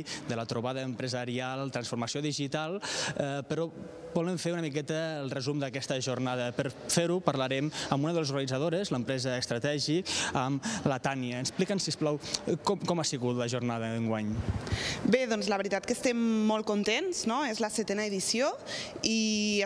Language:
Catalan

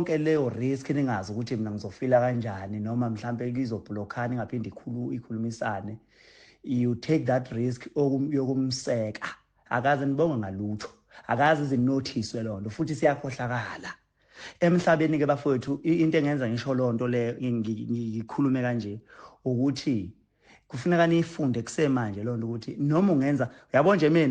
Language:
Zulu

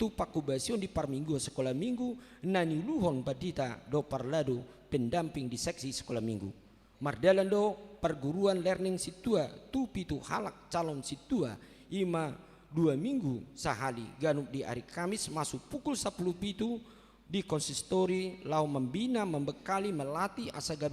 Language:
Batak Toba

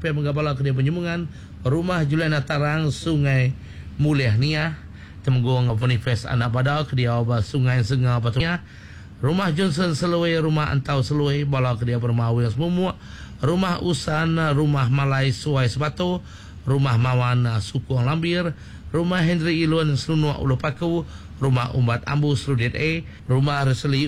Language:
Iban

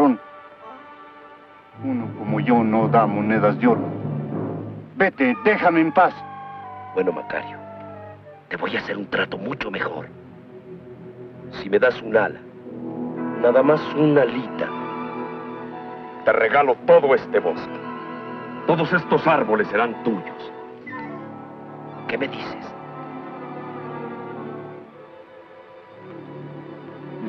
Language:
Spanish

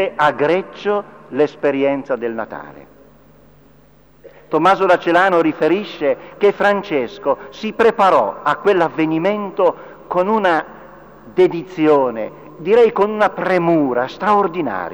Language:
Italian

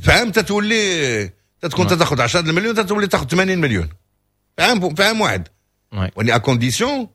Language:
Moroccan Arabic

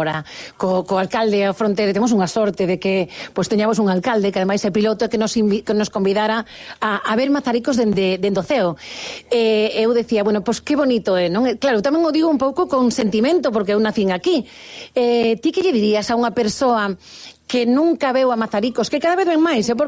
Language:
Galician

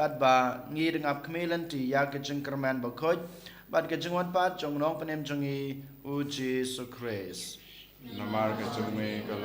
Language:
Khasi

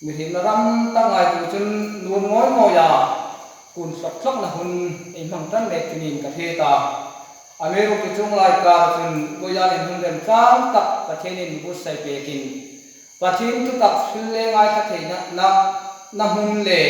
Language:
Hmar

